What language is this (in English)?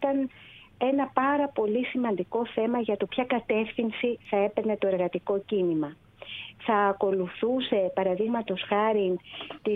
Greek